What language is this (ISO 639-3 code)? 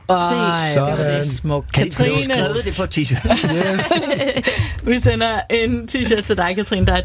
dan